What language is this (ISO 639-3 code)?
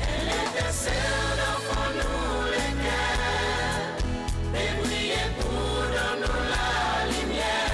crs